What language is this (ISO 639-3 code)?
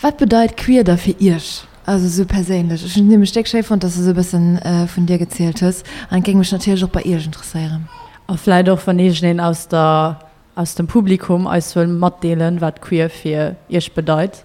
ltz